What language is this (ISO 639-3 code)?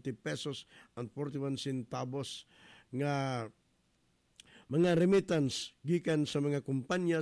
ceb